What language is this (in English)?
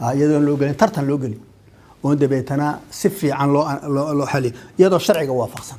Somali